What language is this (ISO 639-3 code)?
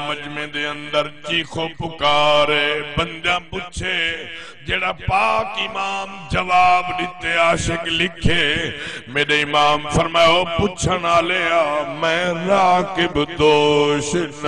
skr